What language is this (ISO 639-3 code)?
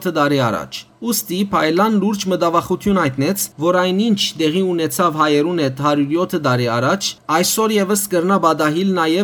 hyw